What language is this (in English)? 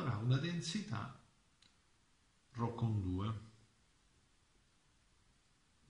Italian